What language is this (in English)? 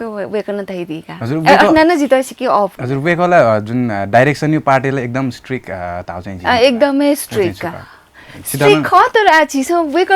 Newari